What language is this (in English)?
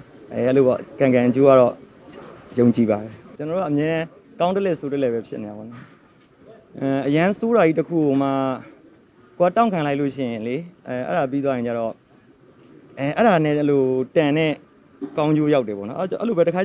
Burmese